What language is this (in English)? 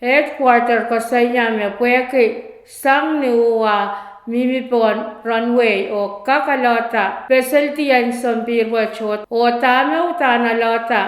Pohnpeian